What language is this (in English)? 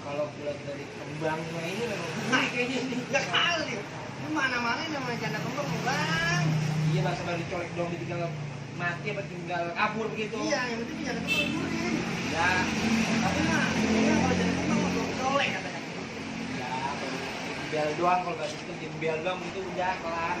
Betawi